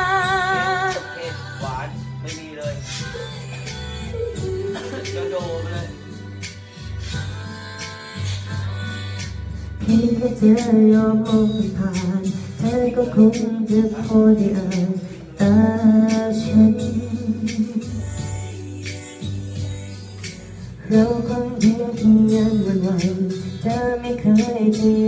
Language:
Thai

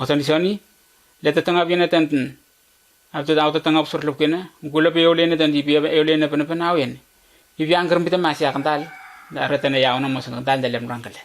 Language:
Letemboi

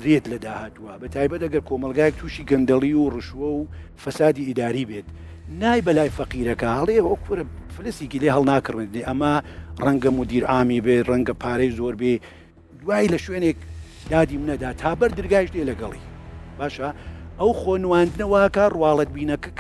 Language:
Central Kurdish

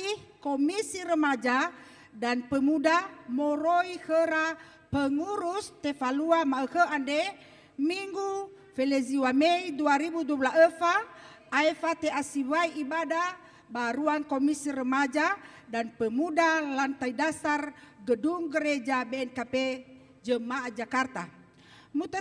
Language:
Nias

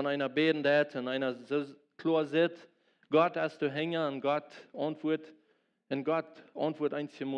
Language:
Plautdietsch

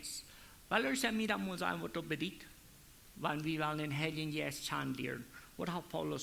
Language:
Plautdietsch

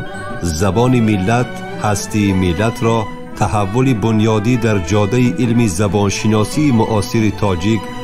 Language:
Tajik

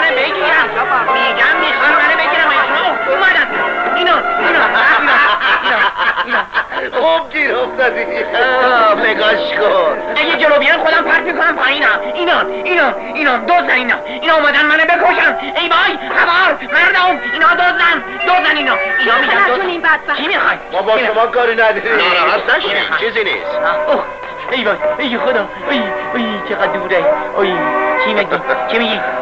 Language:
Persian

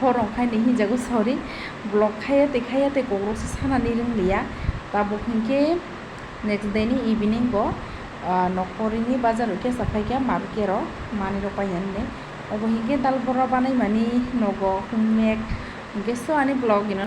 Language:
Kok Borok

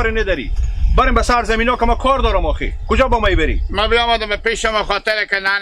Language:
Persian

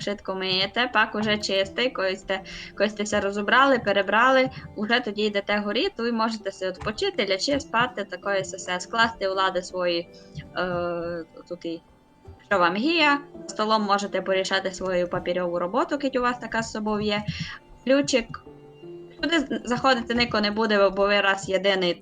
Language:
Rusyn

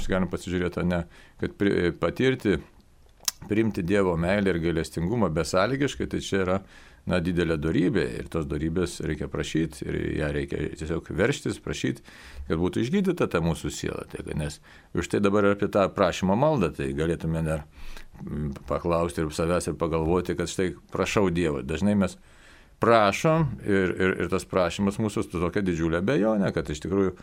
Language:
Lithuanian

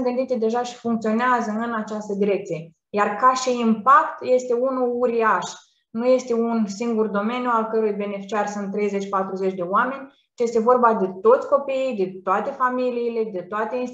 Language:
Romanian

